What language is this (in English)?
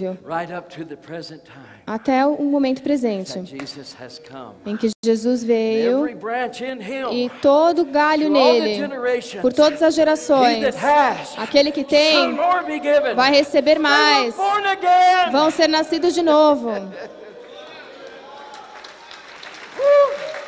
Portuguese